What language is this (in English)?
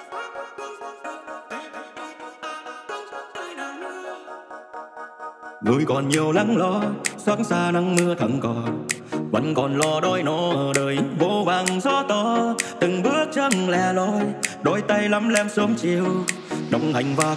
Vietnamese